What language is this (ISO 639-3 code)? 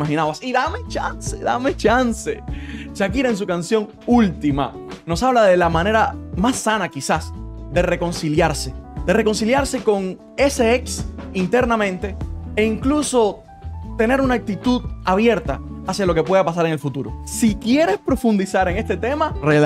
spa